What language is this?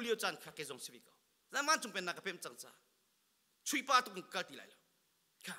Hakha Chin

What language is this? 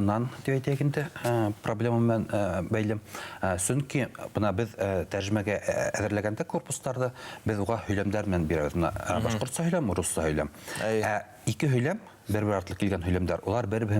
Bashkir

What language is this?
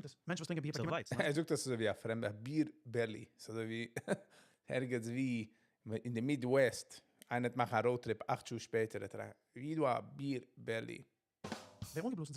Yiddish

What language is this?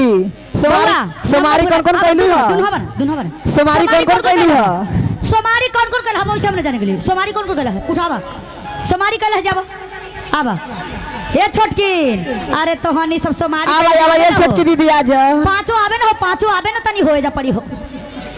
Magahi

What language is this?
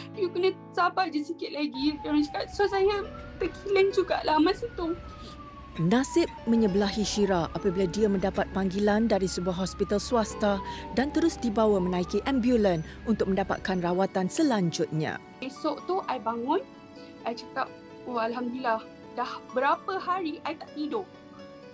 Malay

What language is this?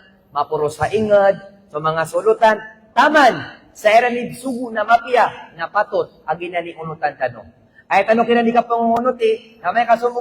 Maranao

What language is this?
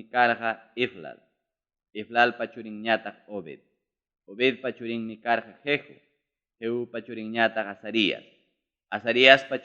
Ayacucho Quechua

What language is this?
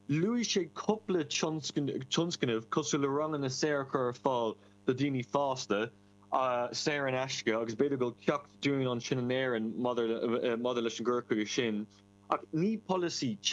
Irish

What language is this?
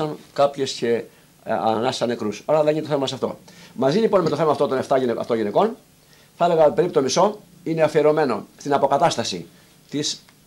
Greek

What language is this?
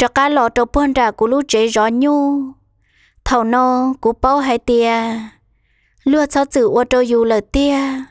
Hmong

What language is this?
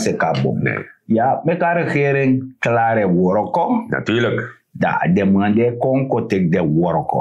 Sranan Tongo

